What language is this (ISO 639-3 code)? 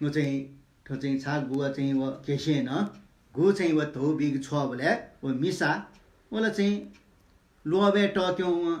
new